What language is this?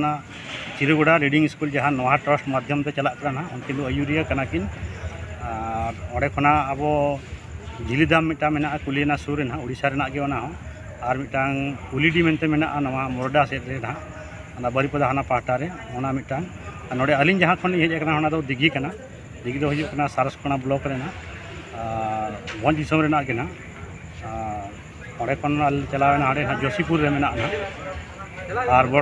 Santali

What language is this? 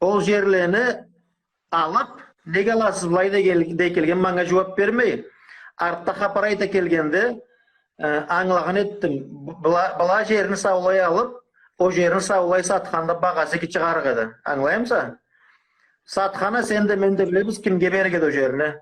Karachay-Balkar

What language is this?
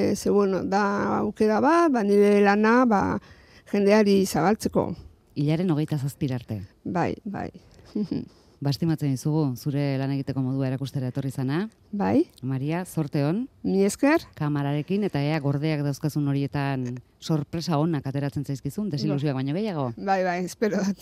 Basque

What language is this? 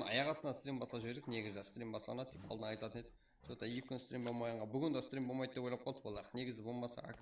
Kara-Kalpak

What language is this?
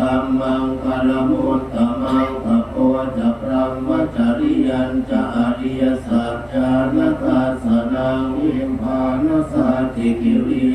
Pali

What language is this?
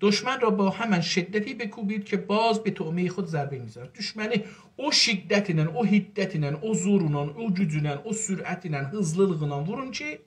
South Azerbaijani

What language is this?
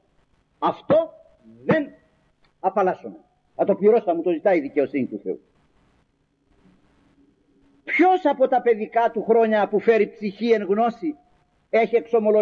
Greek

